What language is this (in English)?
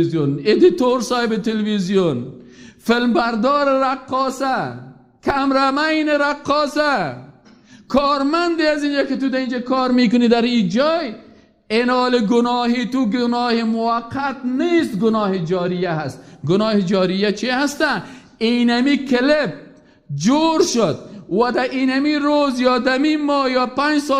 Persian